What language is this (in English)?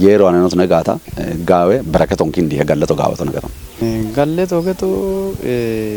Kafa